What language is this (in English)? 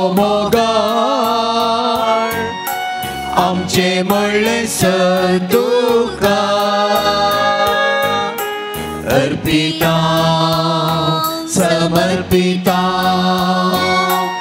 Konkani